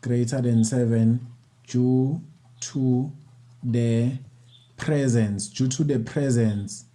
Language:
Zulu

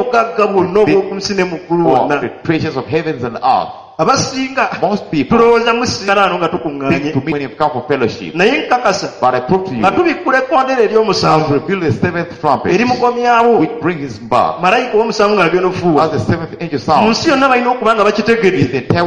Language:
Ganda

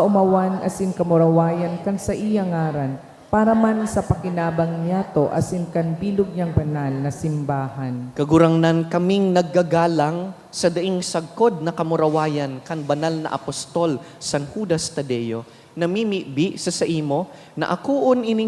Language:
Bikol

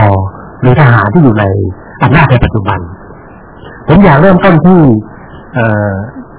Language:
Thai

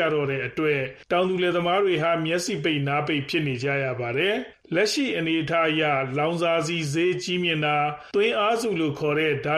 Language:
Burmese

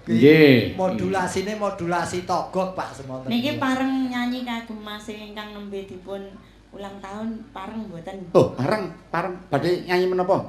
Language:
Javanese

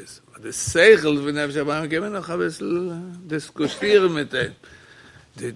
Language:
Yiddish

